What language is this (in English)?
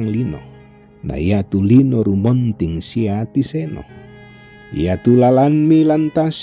Toraja-Sa'dan